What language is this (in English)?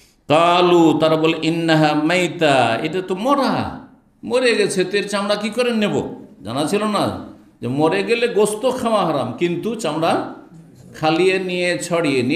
Bangla